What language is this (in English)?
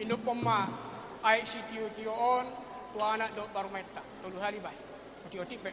Batak Toba